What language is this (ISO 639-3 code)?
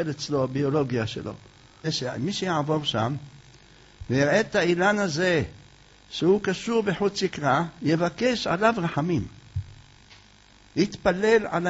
heb